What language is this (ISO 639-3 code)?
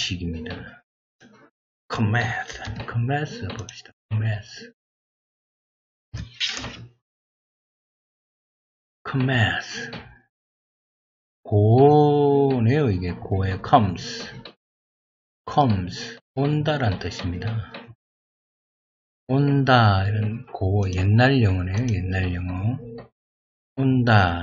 kor